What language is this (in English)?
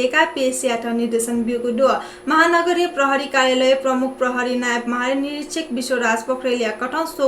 Newari